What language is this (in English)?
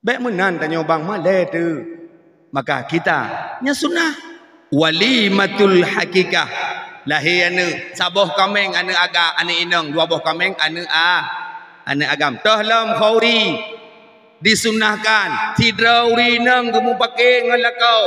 Achinese